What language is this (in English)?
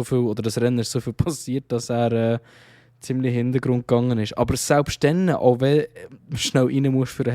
Swiss German